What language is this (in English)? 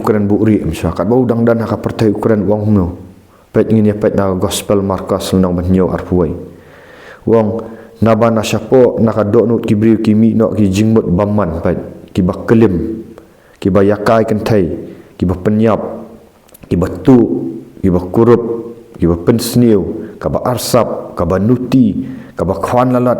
Khasi